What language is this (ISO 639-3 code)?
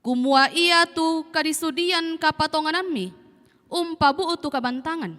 sda